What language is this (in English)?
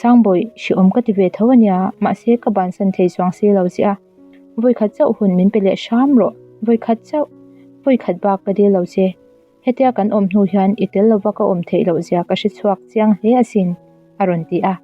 Mizo